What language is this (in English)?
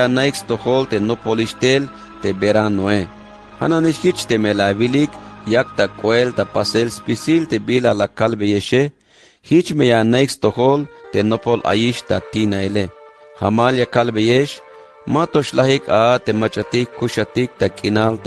Tzeltal